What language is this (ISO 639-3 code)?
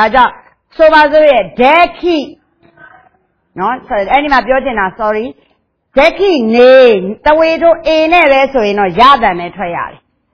mya